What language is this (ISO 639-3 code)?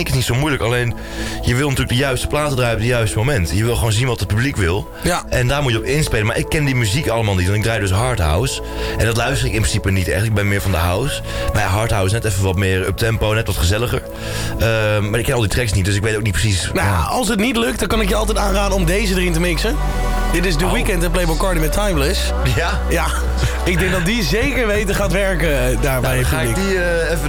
nld